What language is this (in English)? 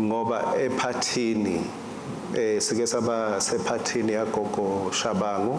Swati